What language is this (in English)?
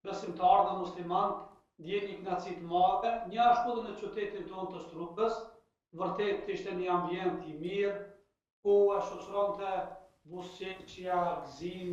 Albanian